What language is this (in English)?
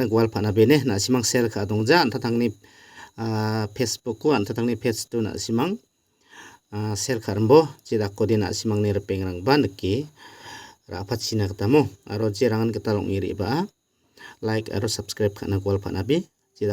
Garo